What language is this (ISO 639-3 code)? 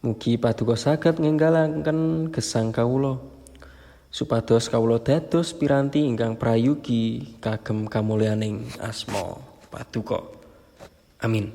jav